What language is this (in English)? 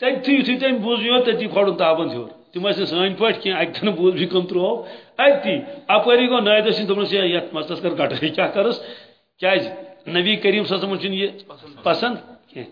Kashmiri